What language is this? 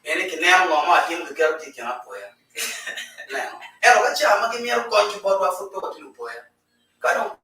Acoli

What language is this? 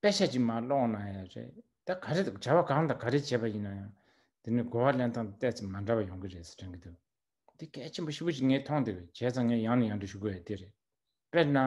Tibetan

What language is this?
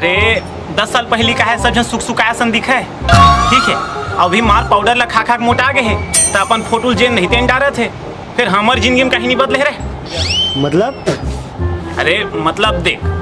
Chhattisgarhi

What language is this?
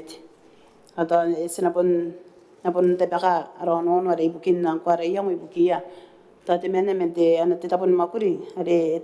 Gilbertese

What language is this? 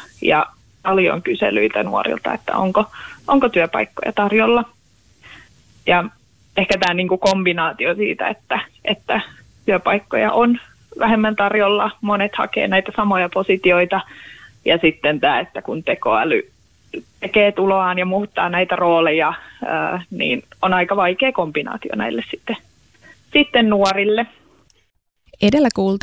Finnish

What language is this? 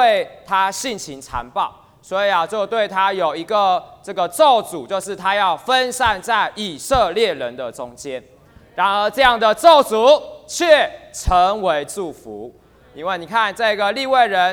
Chinese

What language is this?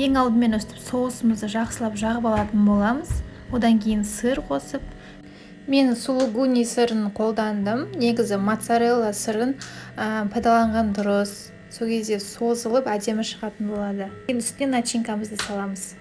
Kazakh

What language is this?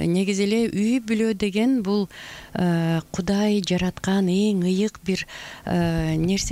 Kyrgyz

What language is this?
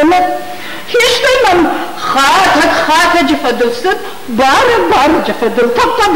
Ossetic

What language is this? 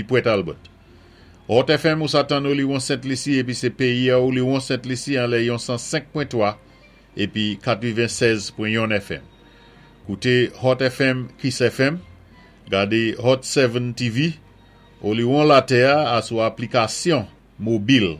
Saint Lucian Creole French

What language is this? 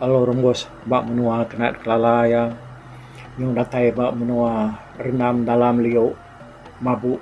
Iban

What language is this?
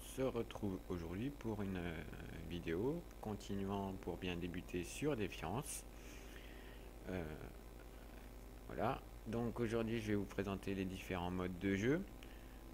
French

